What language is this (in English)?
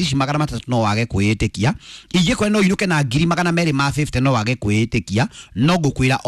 Kikuyu